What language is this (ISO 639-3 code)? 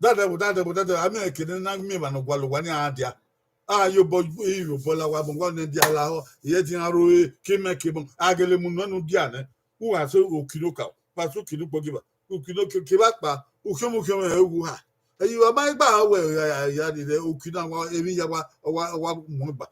bin